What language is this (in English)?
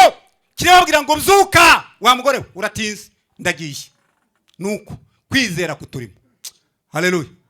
Kinyarwanda